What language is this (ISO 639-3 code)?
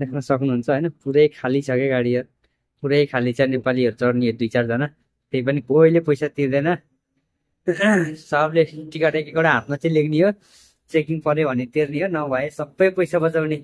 nep